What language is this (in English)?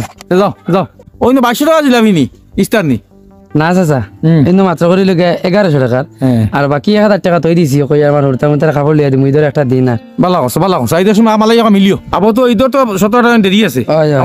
Sylheti